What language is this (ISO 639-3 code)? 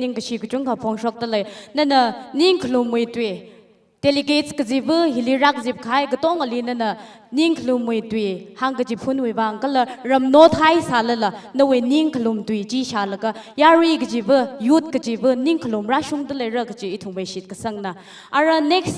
nmf